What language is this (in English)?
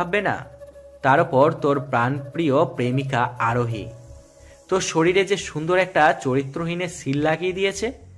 Bangla